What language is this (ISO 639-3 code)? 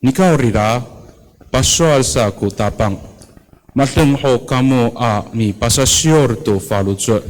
ami